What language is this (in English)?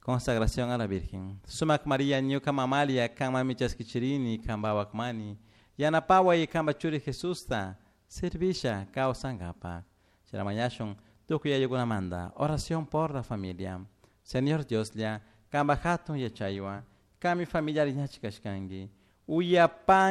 Chimborazo Highland Quichua